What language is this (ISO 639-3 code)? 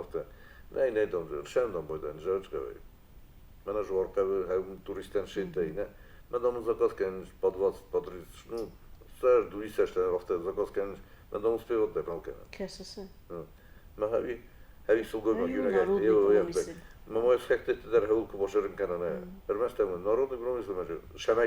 oss